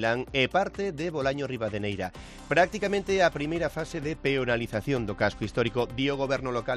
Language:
Galician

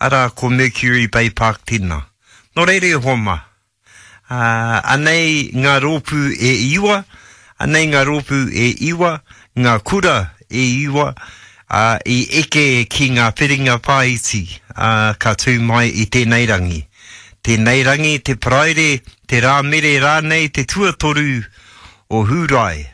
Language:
Māori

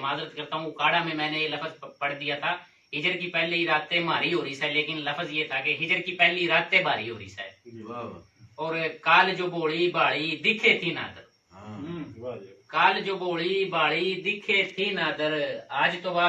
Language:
Haryanvi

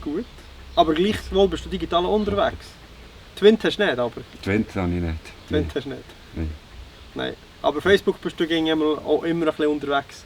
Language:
Swiss German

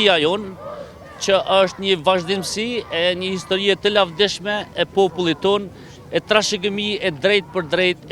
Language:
Albanian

